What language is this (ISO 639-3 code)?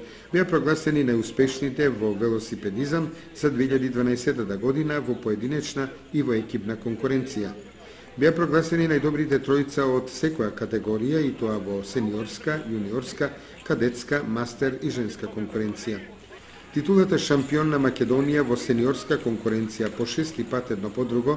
mkd